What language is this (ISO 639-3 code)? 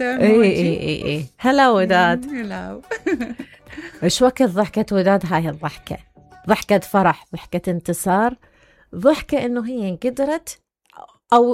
acm